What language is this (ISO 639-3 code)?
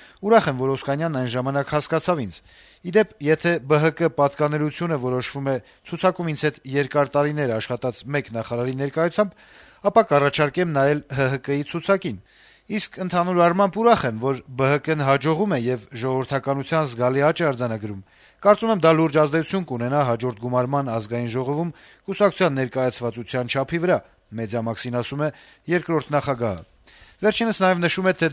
hye